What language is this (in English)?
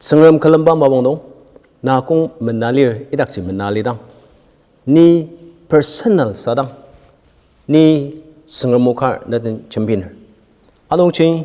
Ao Naga